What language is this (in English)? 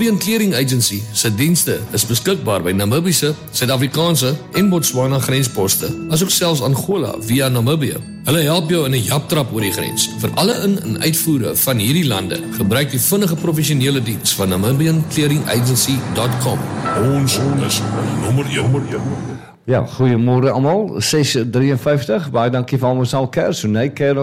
Afrikaans